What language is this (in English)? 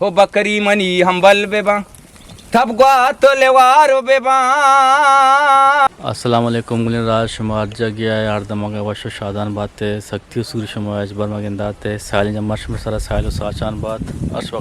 Eastern Balochi